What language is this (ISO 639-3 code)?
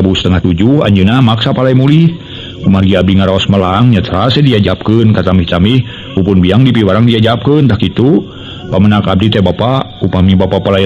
sun